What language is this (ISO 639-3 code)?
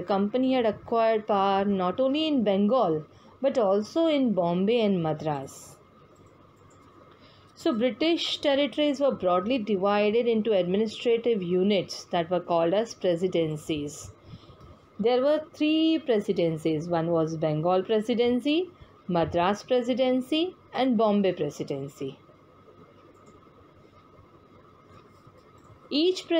eng